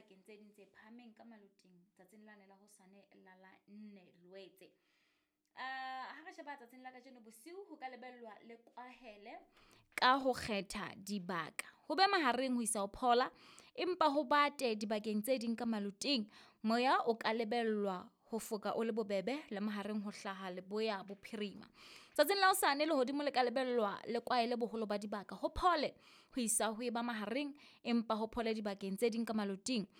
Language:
Southern Sotho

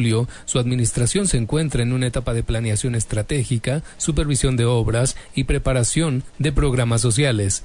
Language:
Spanish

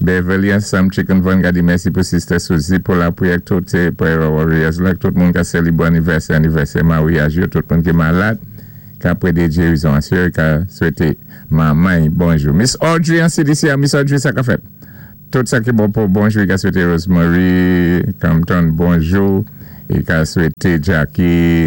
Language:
Saint Lucian Creole French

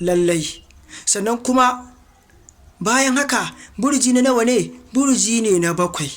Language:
Hausa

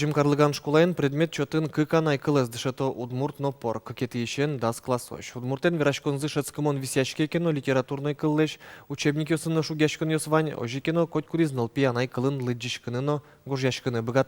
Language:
Udmurt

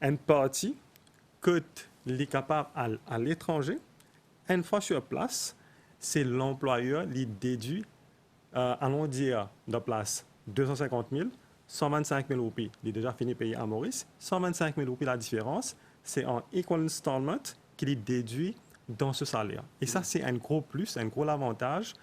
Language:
Morisyen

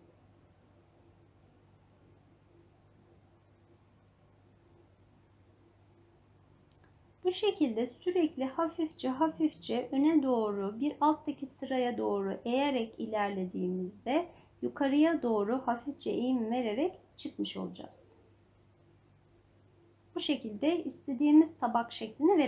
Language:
Turkish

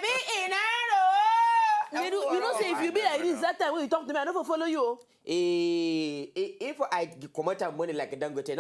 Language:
Nigerian Pidgin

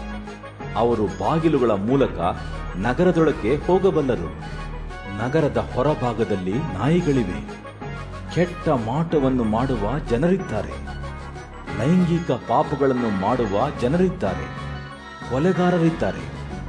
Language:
Kannada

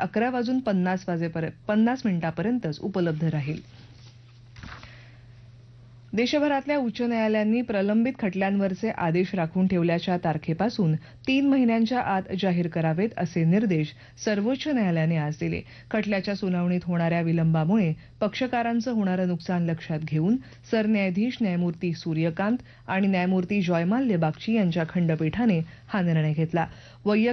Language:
Marathi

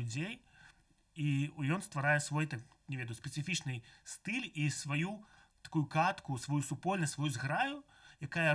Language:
Belarusian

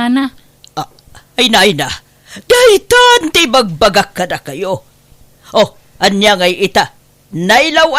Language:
Iloko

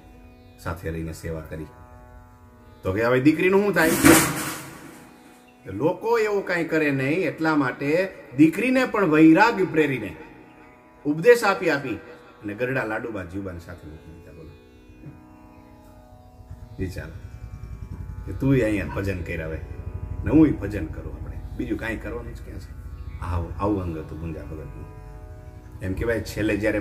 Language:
Gujarati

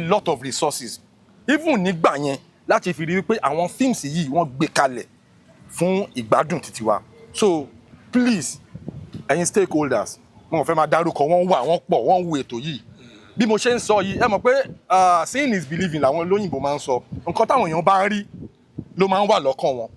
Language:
Yoruba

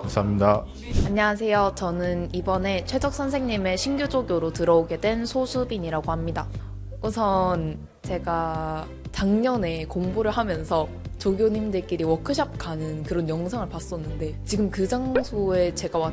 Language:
Korean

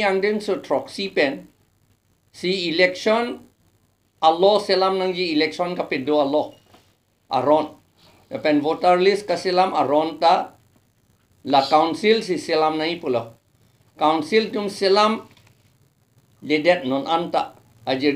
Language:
Karbi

